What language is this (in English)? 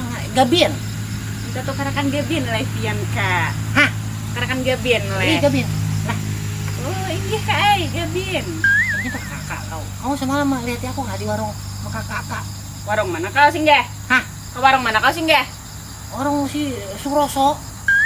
Banjar